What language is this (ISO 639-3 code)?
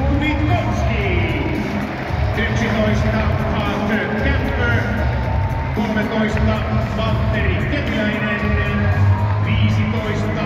fin